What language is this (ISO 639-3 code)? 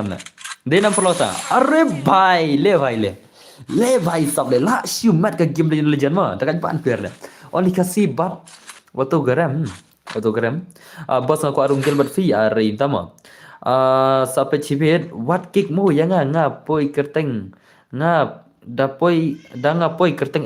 kha